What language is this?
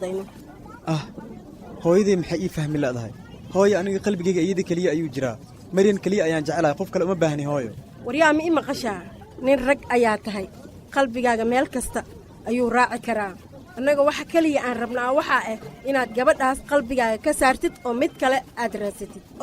Somali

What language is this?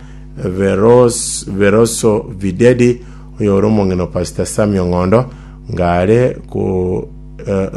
Gusii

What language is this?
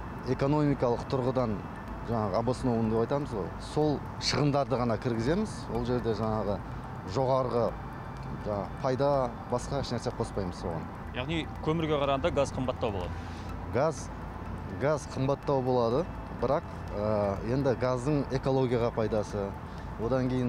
Kazakh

